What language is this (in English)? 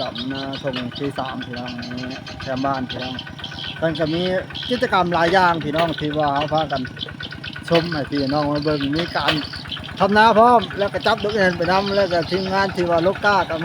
Northeastern Thai